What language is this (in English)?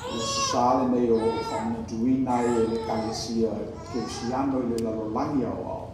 Samoan